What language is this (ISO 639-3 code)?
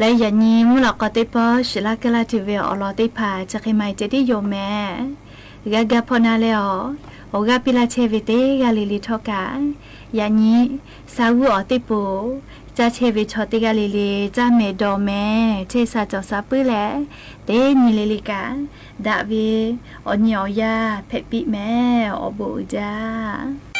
lhu